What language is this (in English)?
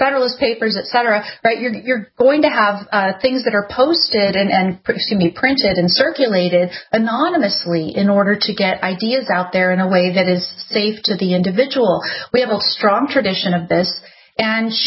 English